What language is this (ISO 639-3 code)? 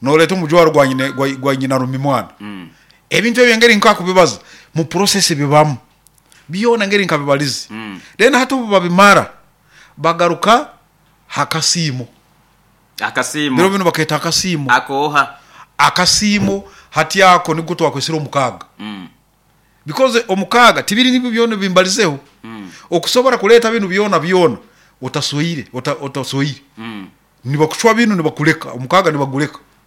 nyo